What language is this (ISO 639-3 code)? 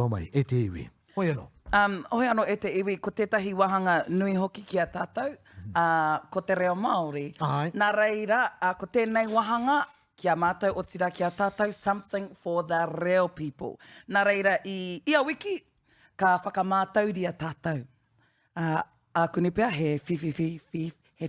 mri